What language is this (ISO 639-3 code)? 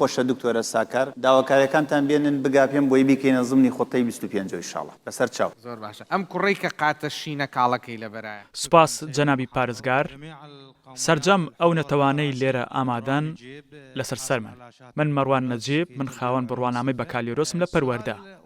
ckb